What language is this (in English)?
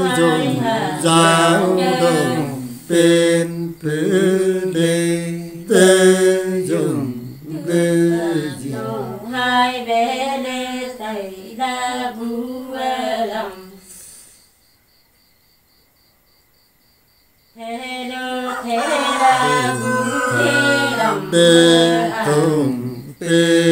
Vietnamese